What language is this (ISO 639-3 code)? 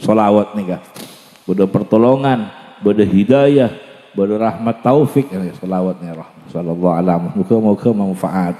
mad